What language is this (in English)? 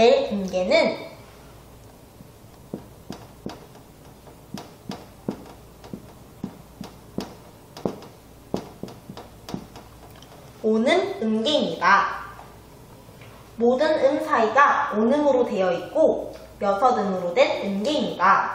Korean